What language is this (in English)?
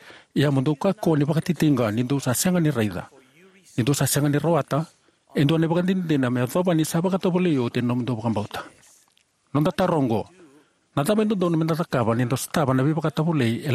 Fijian